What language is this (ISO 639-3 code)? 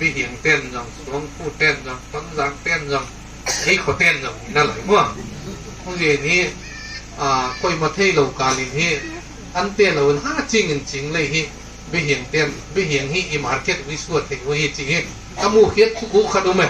ctd